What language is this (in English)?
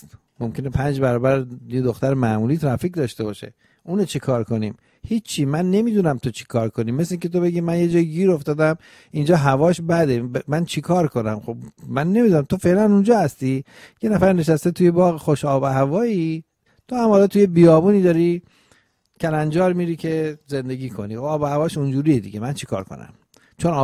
Persian